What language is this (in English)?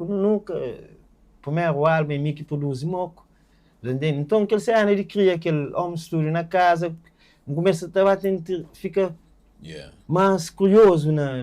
Kabuverdianu